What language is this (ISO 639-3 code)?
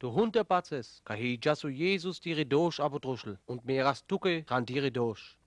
rmo